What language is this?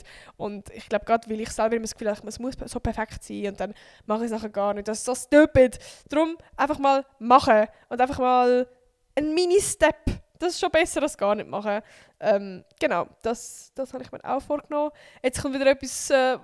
Swiss German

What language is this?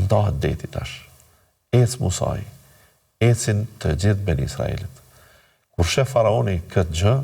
Albanian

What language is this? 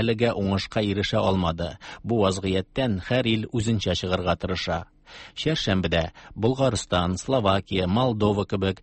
Tatar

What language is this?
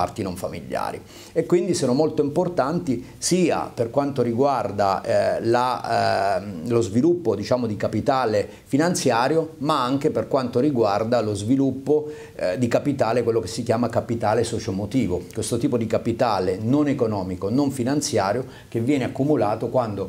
Italian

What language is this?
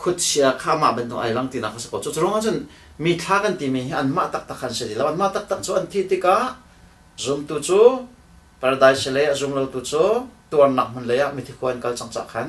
Hakha Chin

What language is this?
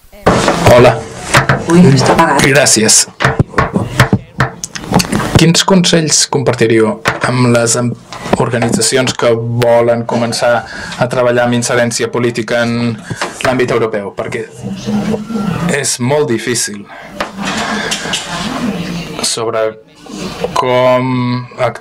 Catalan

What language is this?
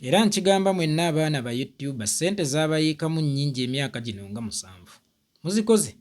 Ganda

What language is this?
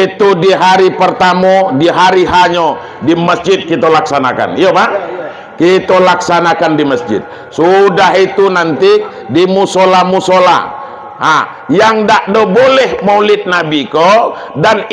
Minangkabau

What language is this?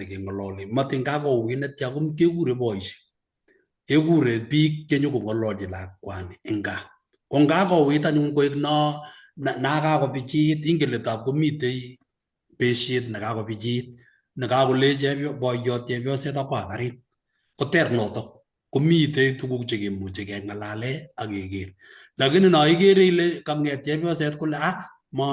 Kalenjin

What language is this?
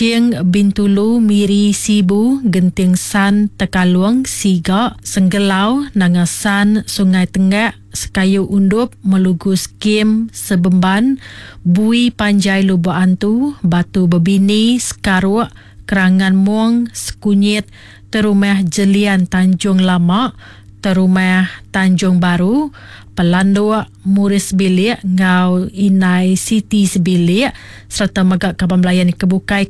Iban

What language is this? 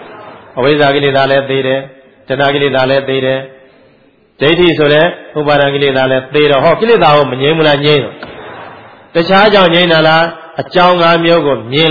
Burmese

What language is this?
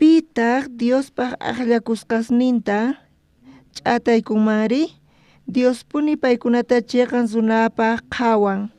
South Bolivian Quechua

